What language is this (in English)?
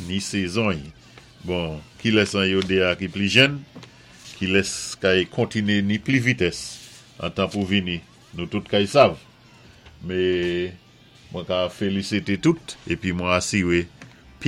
Saint Lucian Creole French